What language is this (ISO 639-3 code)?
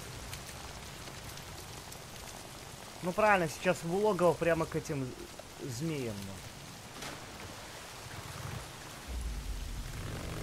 rus